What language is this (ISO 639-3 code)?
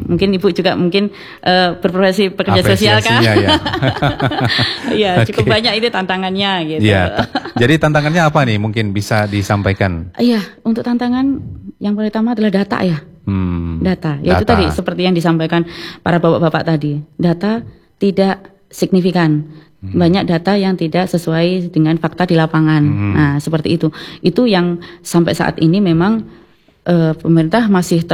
ind